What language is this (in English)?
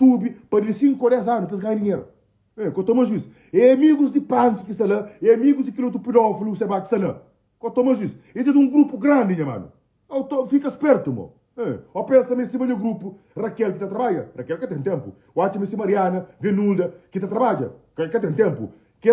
Kabuverdianu